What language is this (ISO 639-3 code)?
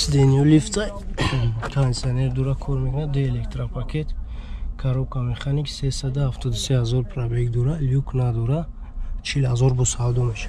tgk